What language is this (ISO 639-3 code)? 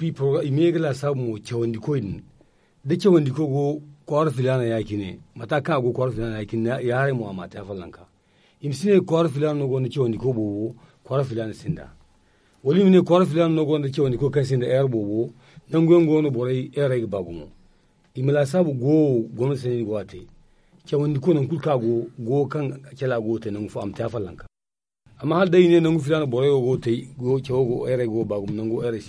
dje